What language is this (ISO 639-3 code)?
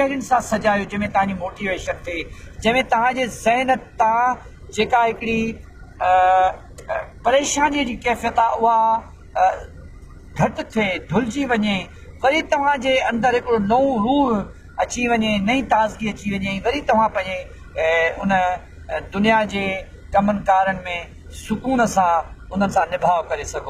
snd